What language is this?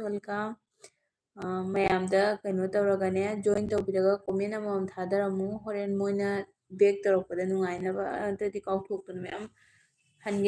Manipuri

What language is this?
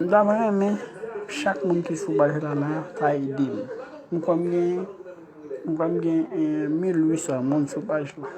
Haitian Creole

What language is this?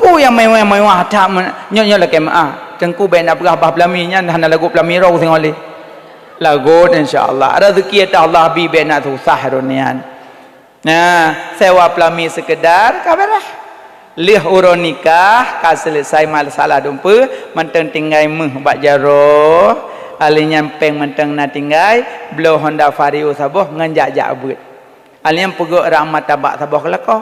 Achinese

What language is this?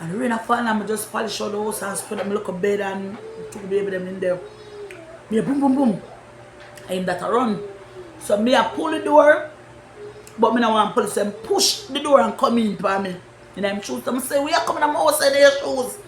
Jamaican Creole English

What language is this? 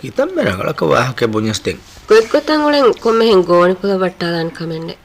Divehi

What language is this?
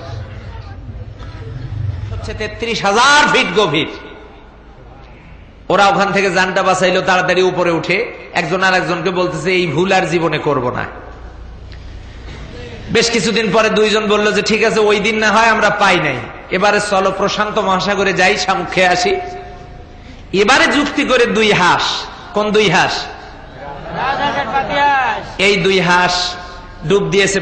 Bangla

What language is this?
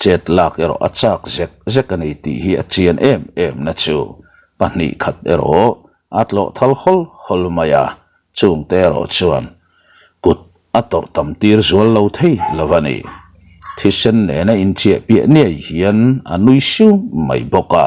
Mizo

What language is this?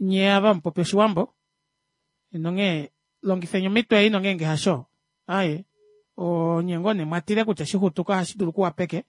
Kuanyama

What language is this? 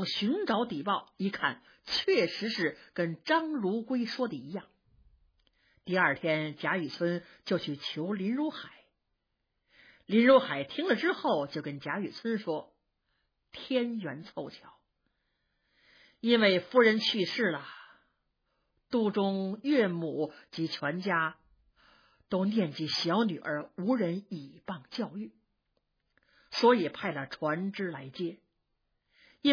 Chinese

